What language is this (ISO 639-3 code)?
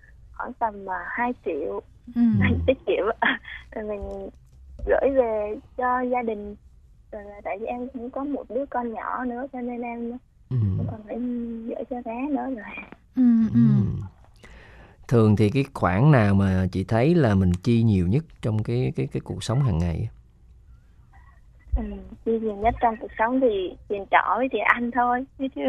vie